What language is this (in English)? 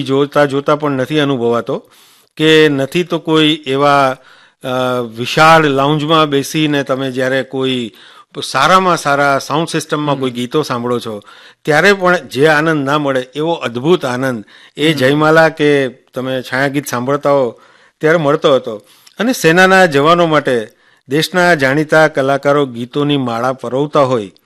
Gujarati